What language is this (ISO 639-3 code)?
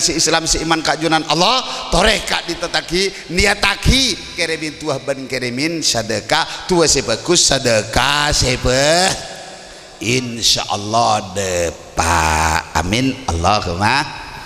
mad